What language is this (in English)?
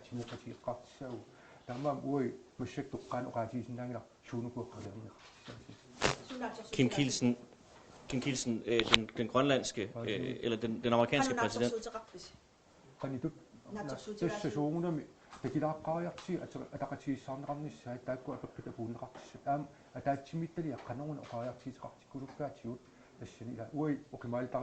Kalaallisut